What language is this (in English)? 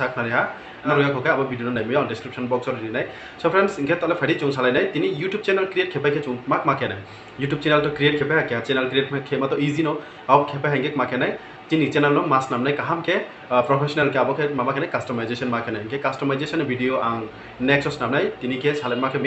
Riang (India)